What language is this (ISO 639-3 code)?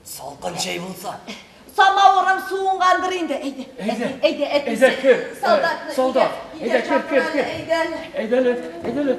tat